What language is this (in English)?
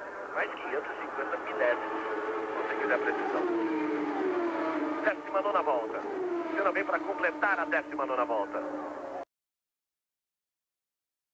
Portuguese